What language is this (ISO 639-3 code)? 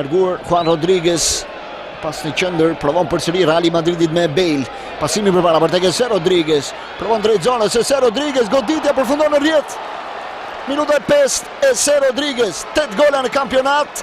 sqi